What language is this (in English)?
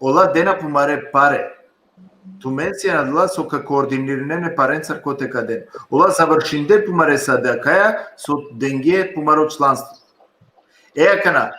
Balkan Romani